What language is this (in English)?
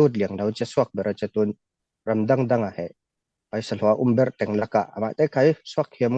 Falam Chin